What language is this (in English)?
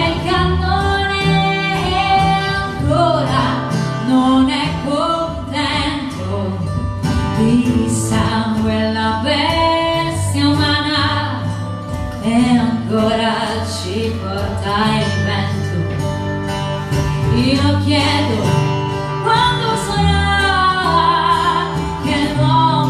Italian